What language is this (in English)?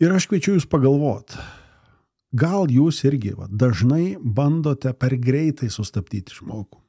Lithuanian